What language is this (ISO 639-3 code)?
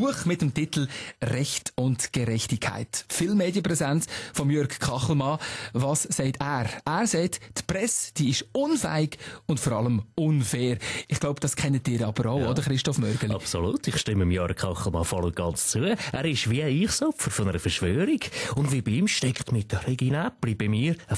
gsw